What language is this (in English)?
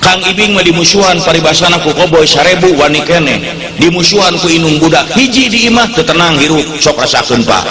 Sundanese